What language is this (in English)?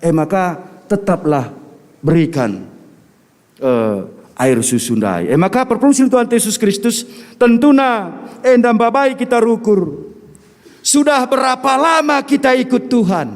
Batak Karo